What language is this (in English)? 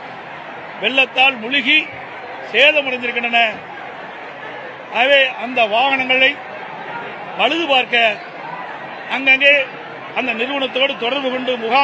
Tamil